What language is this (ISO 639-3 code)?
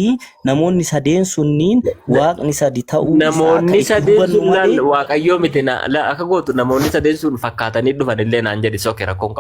orm